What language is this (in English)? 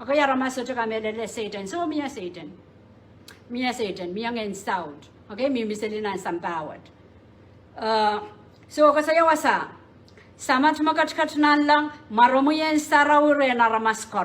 Pohnpeian